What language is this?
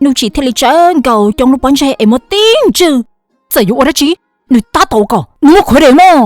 Hmong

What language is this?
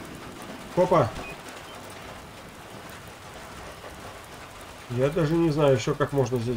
Russian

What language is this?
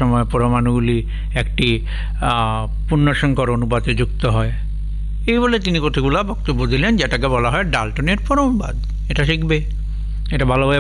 Bangla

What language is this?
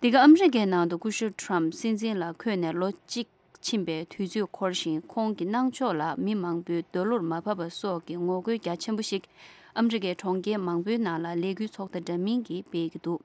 Tibetan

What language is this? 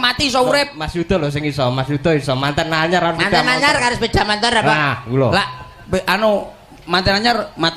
Javanese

